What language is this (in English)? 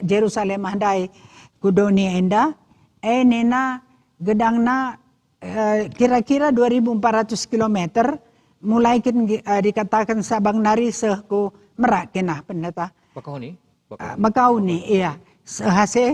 Batak Karo